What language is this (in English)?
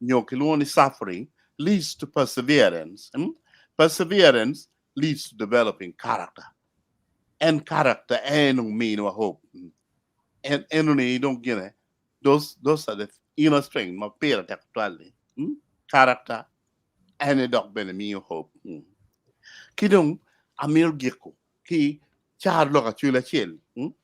Acoli